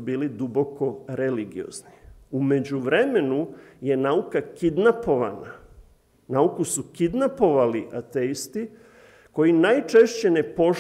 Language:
Serbian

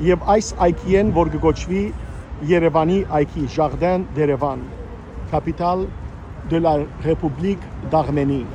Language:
Western Armenian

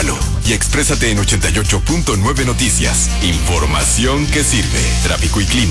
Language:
Spanish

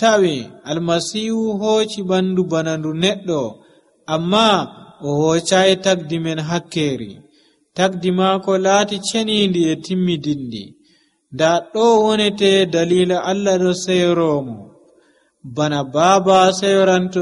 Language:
Nigerian Fulfulde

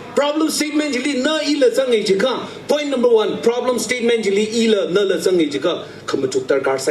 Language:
Tangkhul Naga (India)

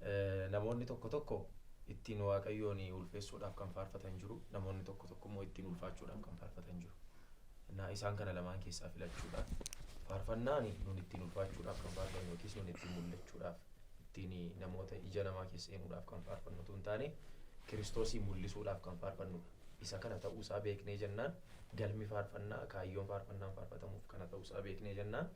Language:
Oromo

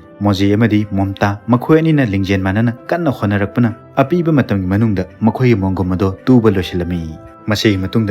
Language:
Manipuri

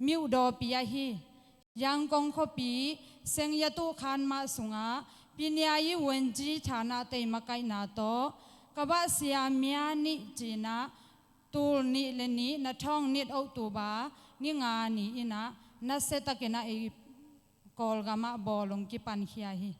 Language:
Tedim Chin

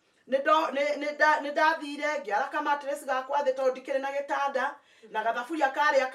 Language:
Kikuyu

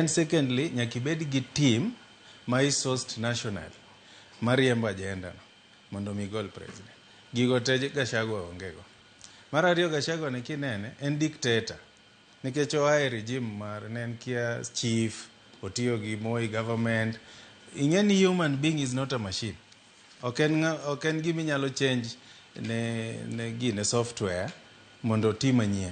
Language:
Luo (Kenya and Tanzania)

